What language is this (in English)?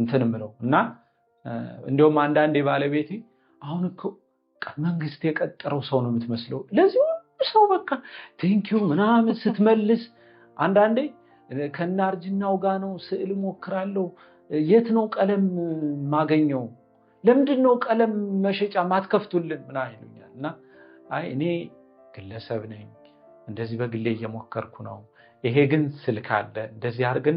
Amharic